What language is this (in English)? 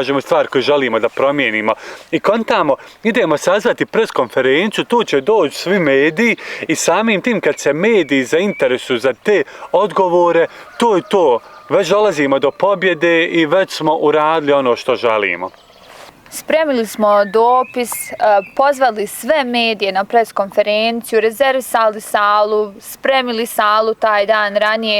Bosnian